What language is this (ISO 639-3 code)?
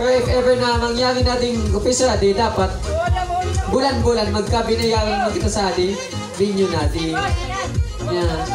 bik